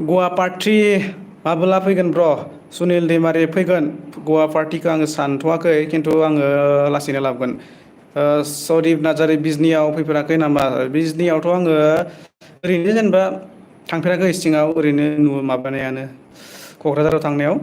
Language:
Bodo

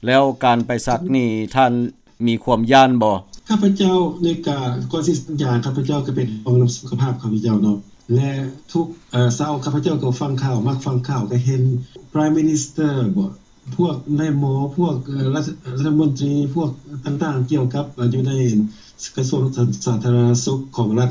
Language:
Lao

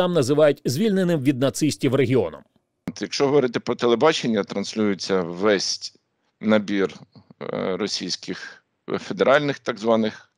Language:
Ukrainian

